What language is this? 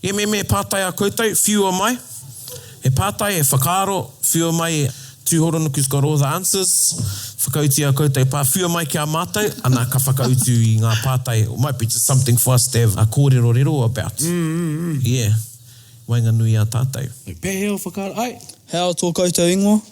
Māori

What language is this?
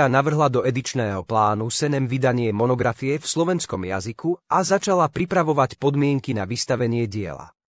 Slovak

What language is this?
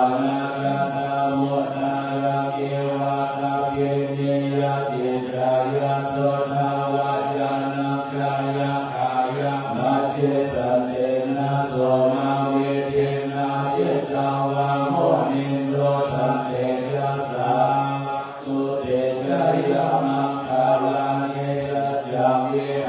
Pali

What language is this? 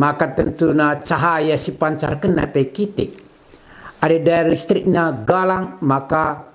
Batak Karo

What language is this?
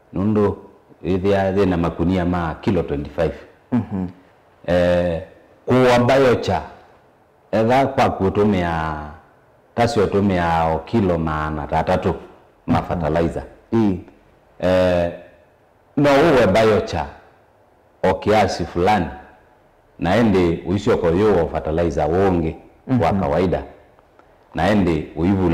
Kamba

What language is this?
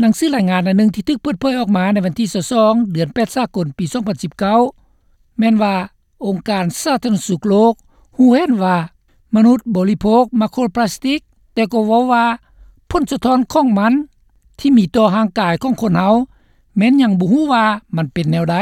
Lao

